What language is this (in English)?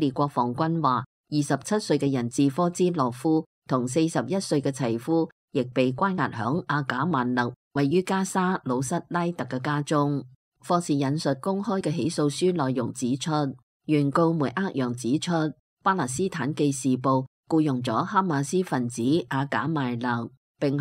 Cantonese